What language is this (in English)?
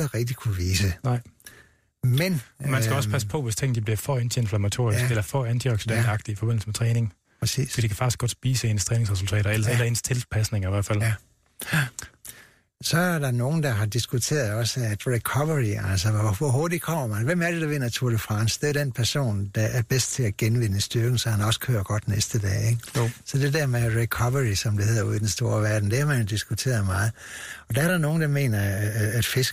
Danish